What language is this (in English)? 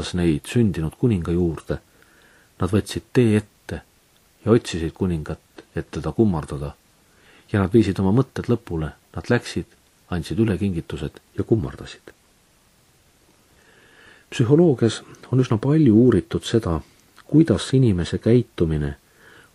Estonian